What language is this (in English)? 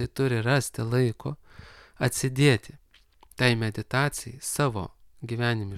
Lithuanian